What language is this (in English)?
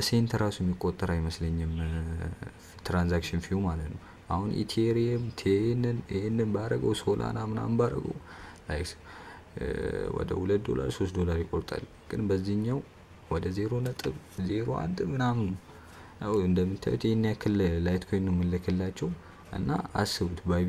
Amharic